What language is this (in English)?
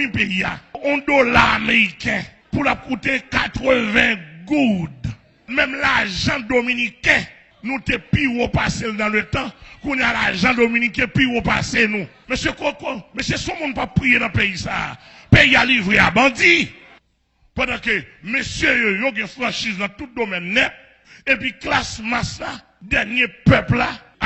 Haitian Creole